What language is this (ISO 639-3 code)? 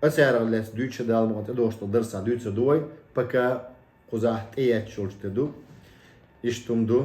che